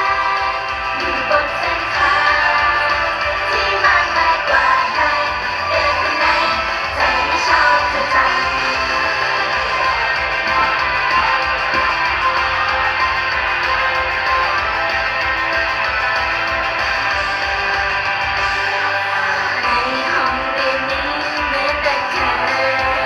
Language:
Thai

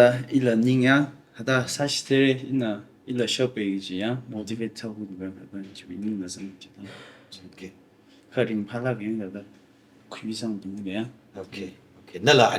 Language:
Tangkhul Naga (India)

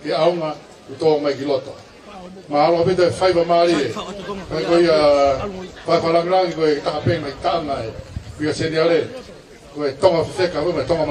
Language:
Tongan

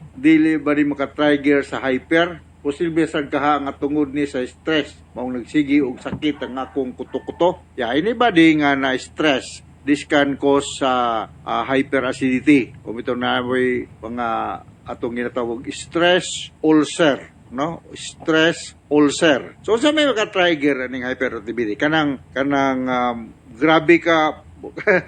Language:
Cebuano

